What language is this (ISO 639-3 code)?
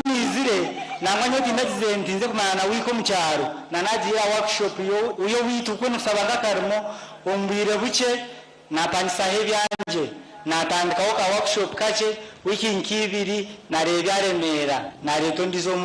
nyn